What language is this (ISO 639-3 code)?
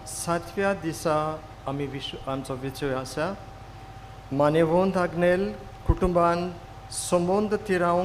kok